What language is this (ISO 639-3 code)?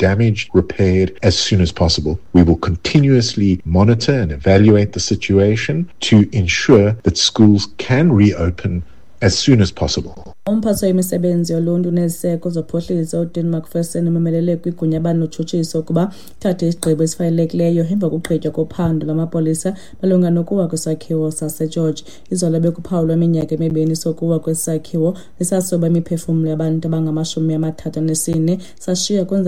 xho